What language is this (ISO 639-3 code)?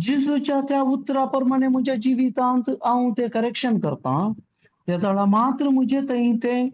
kok